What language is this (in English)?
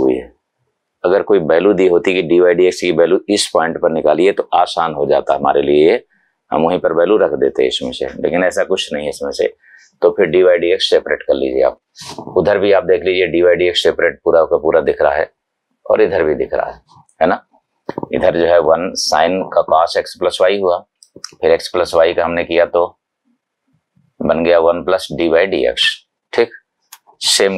Hindi